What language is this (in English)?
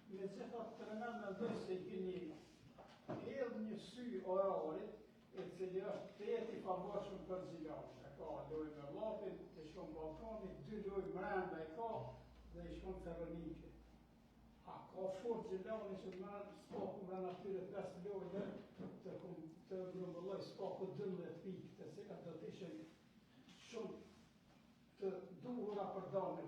Albanian